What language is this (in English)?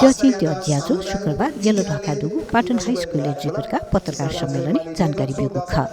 Newari